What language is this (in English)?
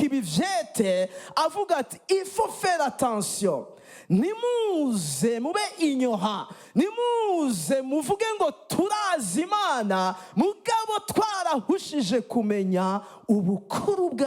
Rundi